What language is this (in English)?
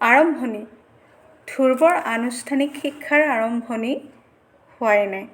Assamese